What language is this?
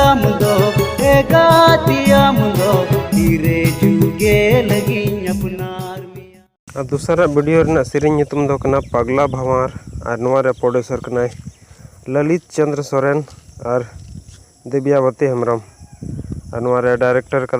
Santali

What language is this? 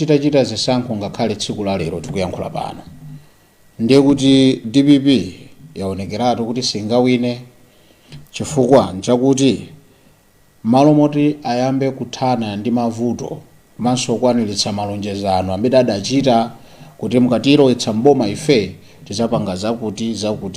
Nyanja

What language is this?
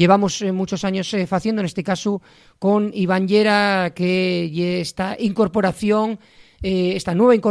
Asturian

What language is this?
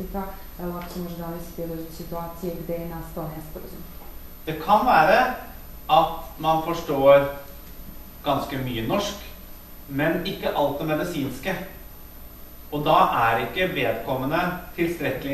Norwegian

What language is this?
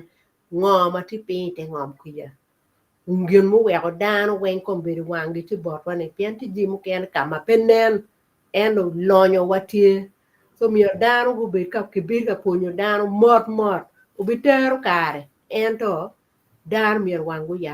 Acoli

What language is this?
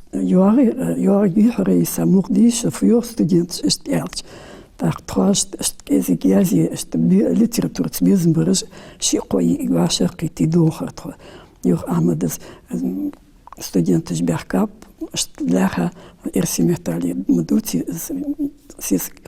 Ingush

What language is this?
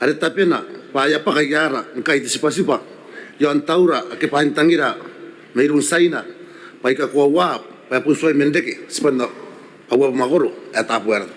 Gilbertese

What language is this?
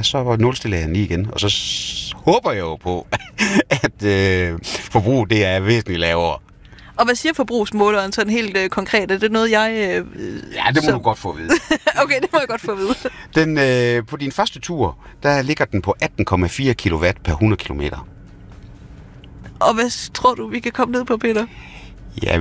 Danish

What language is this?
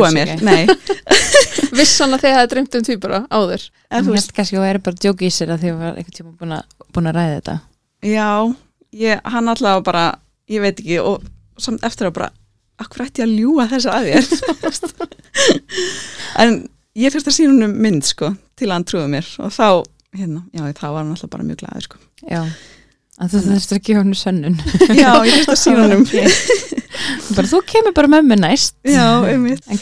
Icelandic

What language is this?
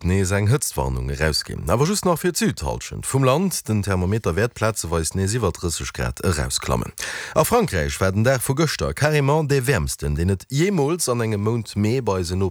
Luxembourgish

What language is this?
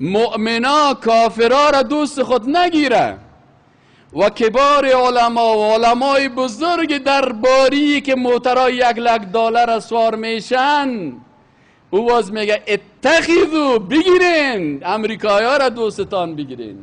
Persian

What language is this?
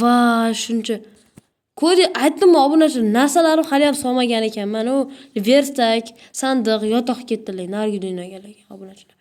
Uzbek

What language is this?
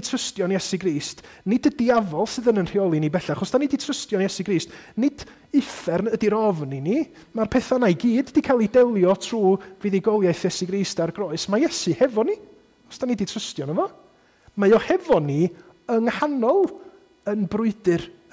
Welsh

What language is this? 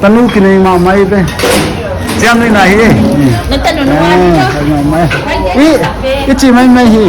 Paite Chin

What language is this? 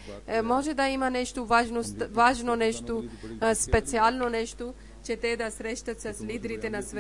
Bulgarian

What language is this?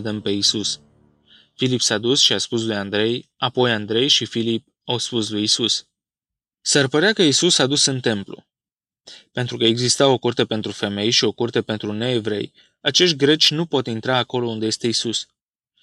Romanian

